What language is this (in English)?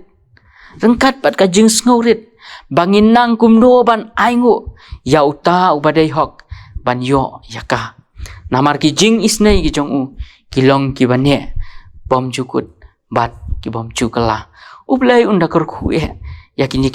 Khasi